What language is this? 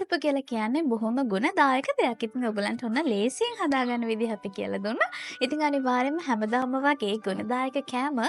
Sinhala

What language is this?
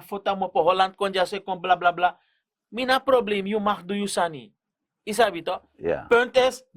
Sranan Tongo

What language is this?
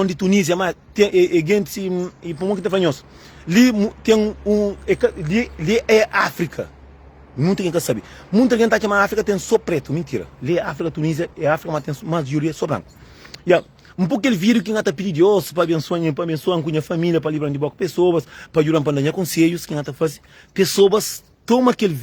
Kabuverdianu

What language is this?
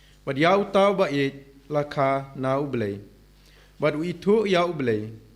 Khasi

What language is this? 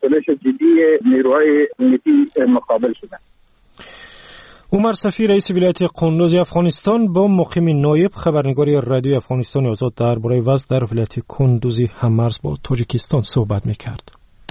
Persian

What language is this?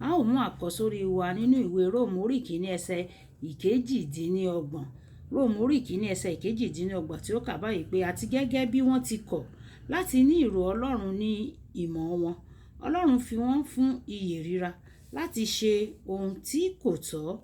Yoruba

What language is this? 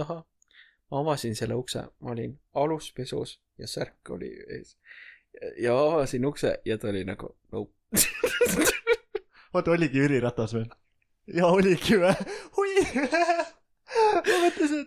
Estonian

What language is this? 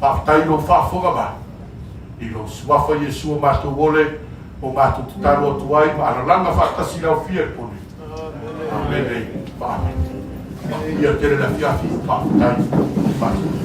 Samoan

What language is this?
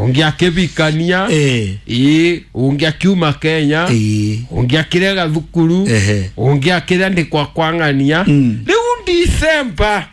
Kikuyu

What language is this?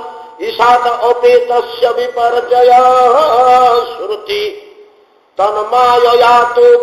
Odia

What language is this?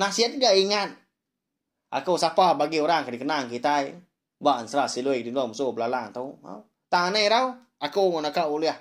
Iban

